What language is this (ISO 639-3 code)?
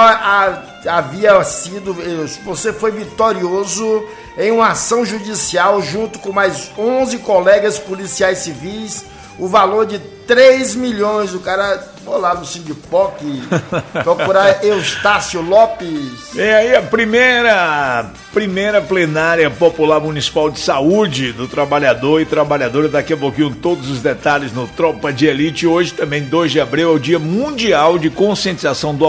por